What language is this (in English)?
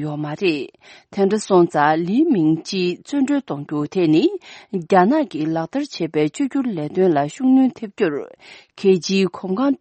Tibetan